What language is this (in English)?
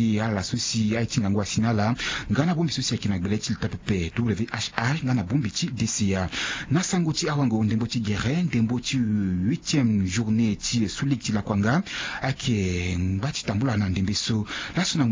Sango